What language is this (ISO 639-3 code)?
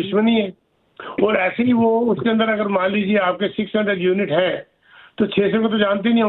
hin